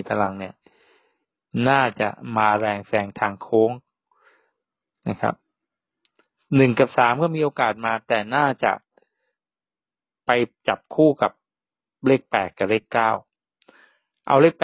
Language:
Thai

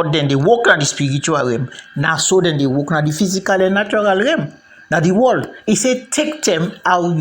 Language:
Krio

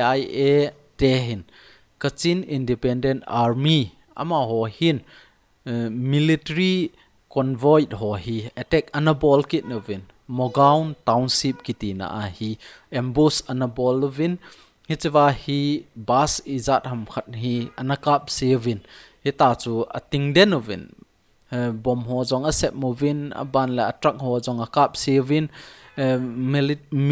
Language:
Thado Chin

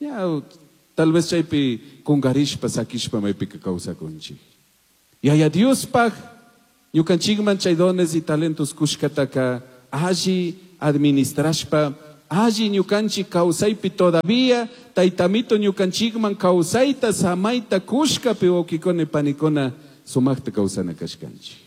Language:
Chimborazo Highland Quichua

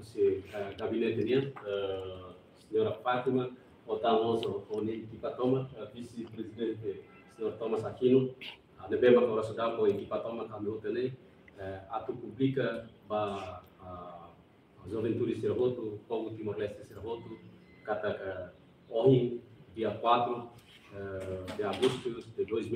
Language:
Tetum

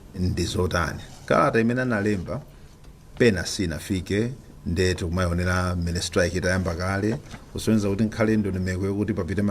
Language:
Nyanja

